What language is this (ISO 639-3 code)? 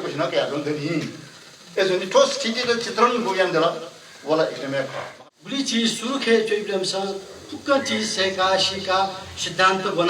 new